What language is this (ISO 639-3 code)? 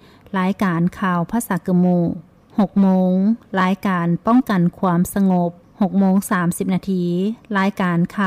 lao